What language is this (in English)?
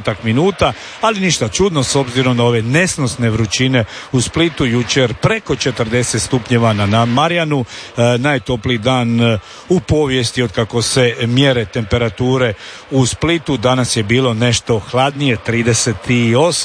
Croatian